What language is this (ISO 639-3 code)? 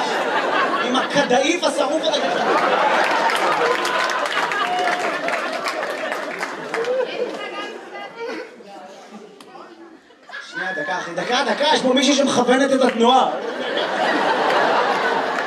heb